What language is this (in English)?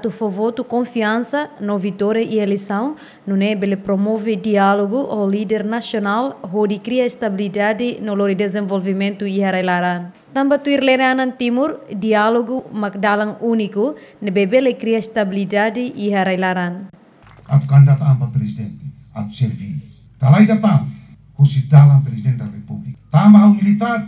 Tetum